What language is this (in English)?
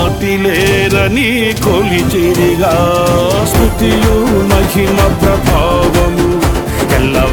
Telugu